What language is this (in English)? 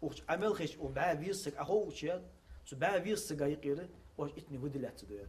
Ingush